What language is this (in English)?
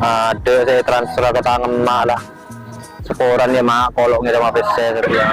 Madurese